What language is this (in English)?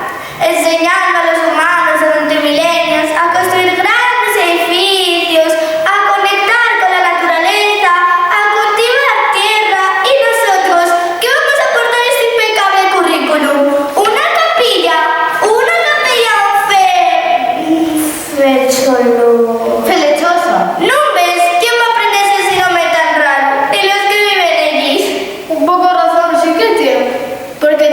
Asturian